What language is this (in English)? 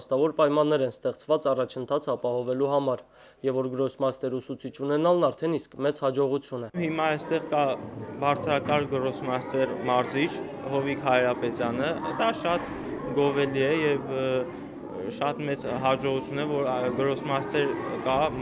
Armenian